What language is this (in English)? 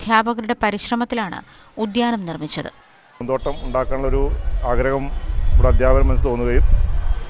Malayalam